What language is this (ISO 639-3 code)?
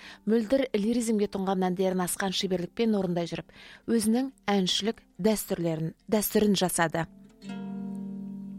kaz